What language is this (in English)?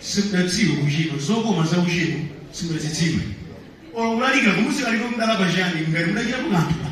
Nyanja